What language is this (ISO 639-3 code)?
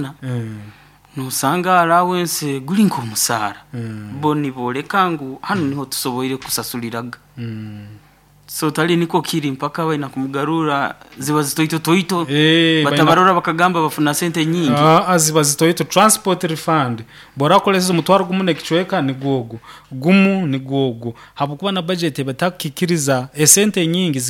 nyo